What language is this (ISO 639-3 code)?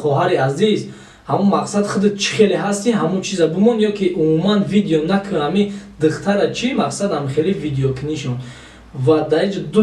tgk